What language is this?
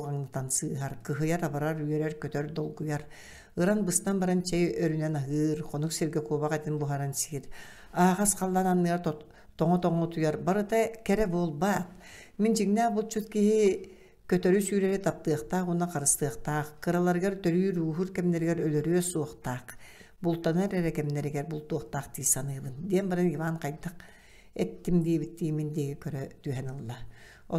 Yakut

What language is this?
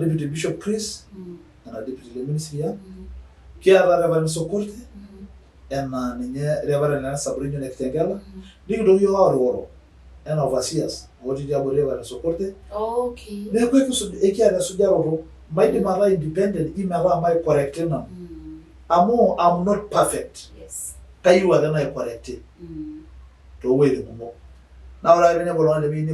Masai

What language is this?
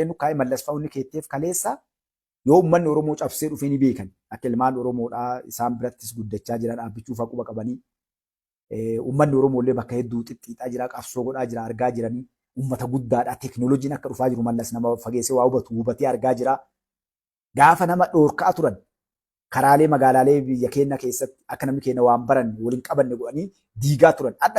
Oromo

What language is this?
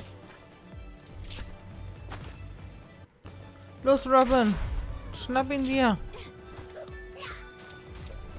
German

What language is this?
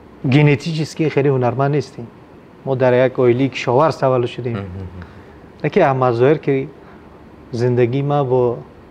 Tajik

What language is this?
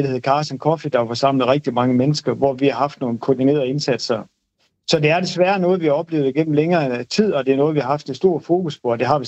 Danish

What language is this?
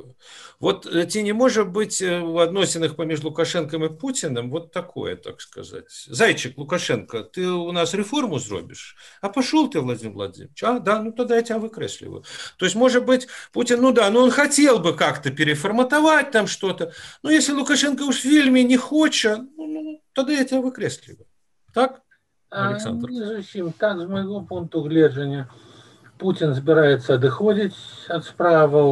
Belarusian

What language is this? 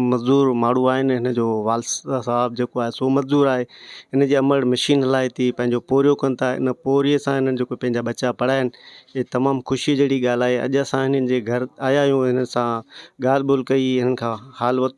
Sindhi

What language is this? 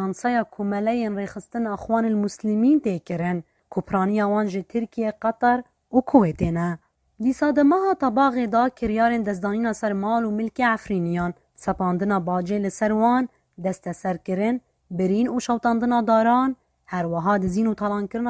Kurdish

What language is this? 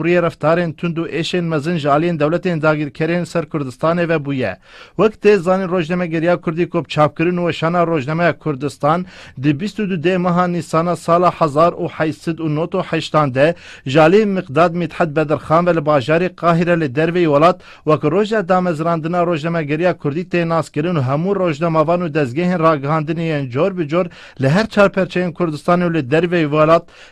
Kurdish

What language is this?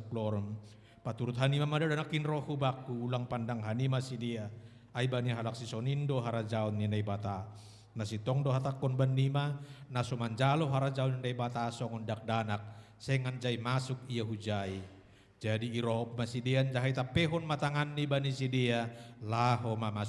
Batak Simalungun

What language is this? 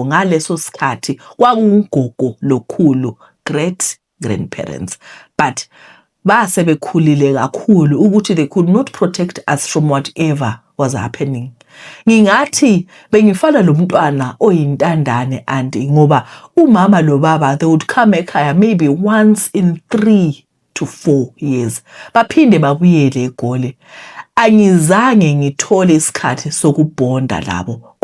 Shona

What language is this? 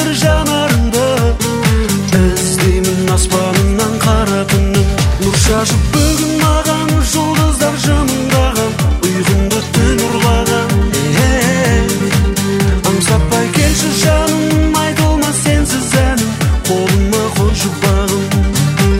Kazakh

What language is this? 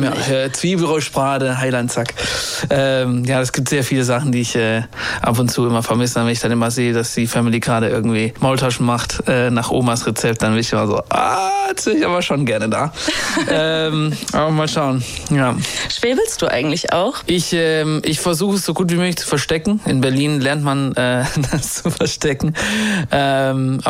German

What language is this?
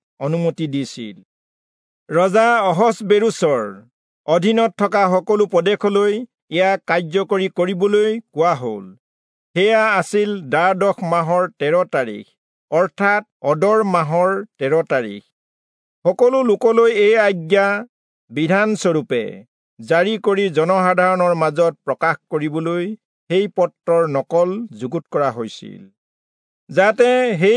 Assamese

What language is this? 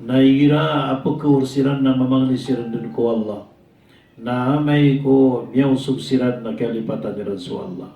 Maranao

